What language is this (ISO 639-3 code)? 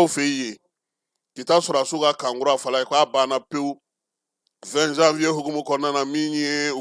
bam